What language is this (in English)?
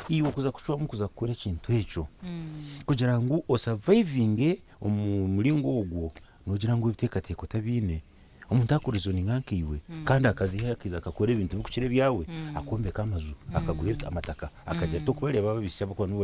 Nyankole